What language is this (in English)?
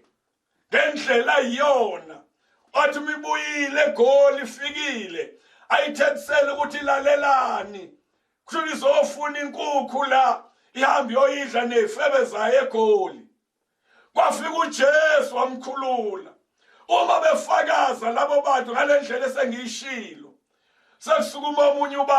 Zulu